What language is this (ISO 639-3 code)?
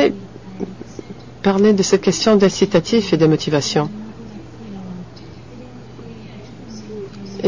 fra